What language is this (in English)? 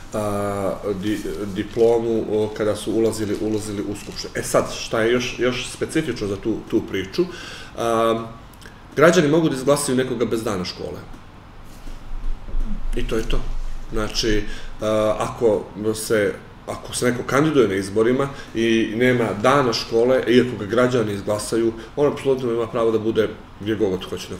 Serbian